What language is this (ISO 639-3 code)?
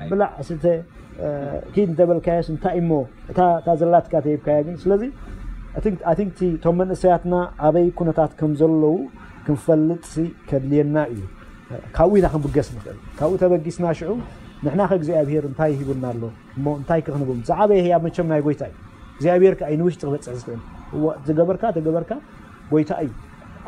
tir